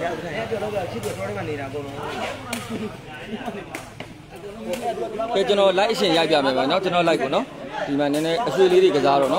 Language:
Burmese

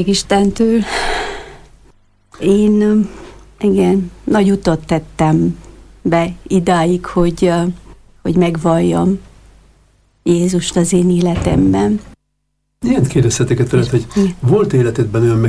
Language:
Hungarian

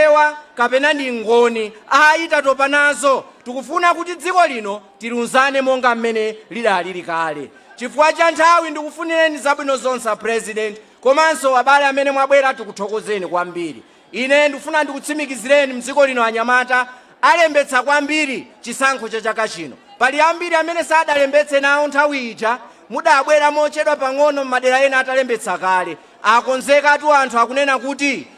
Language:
Nyanja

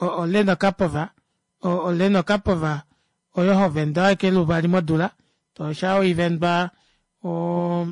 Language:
Kuanyama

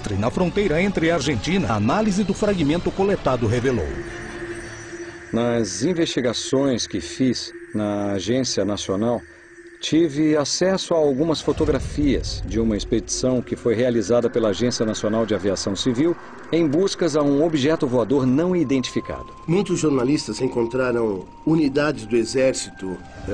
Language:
Portuguese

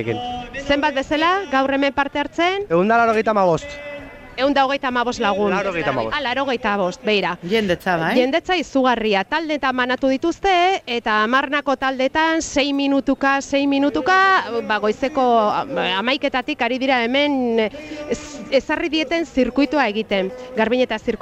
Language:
Basque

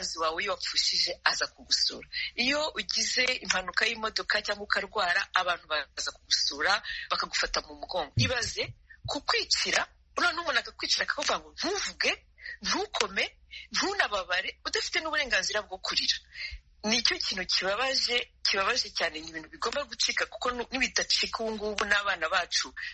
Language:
Kinyarwanda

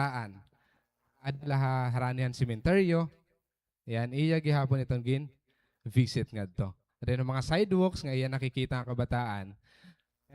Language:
Waray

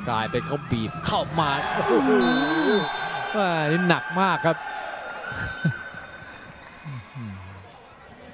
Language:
Thai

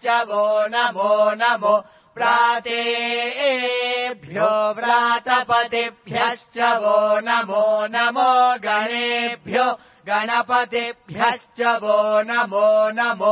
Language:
Sanskrit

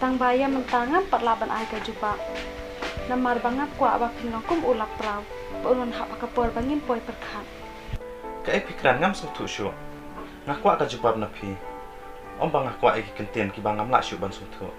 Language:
Khasi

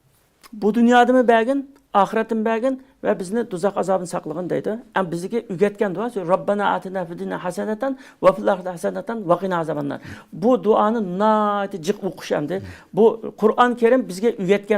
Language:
Uyghur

